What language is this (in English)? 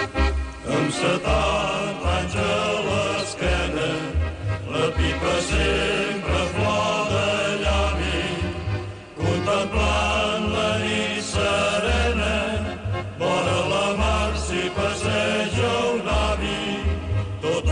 Catalan